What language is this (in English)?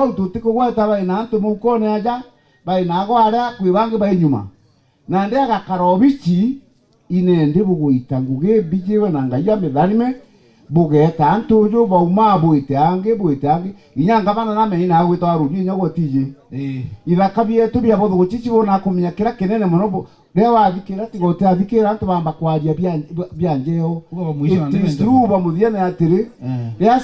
Meru